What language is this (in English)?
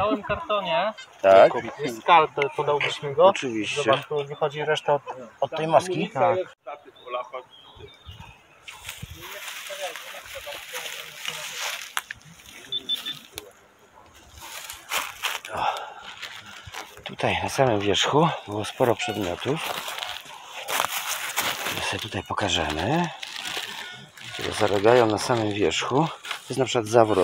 Polish